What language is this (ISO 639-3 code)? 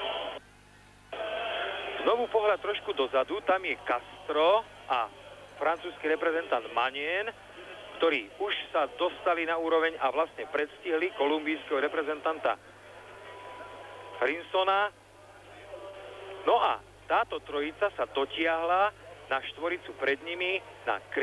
slk